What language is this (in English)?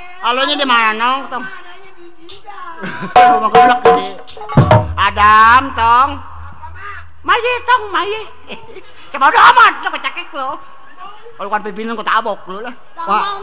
Betawi